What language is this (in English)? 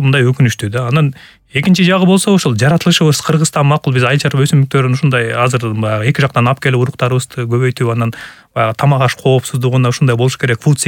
Kyrgyz